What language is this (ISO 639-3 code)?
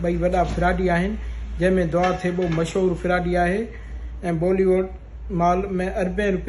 snd